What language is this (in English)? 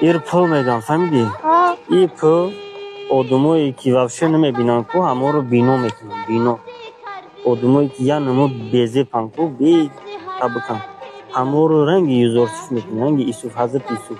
Tajik